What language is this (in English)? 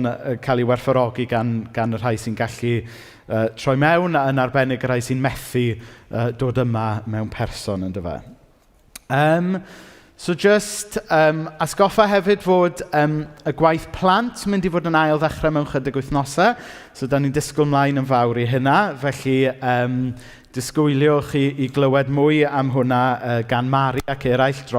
Welsh